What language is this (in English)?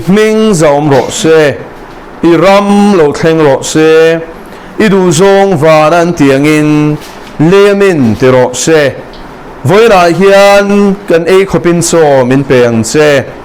Mizo